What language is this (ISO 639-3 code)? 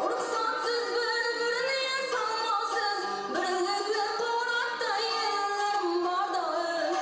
kaa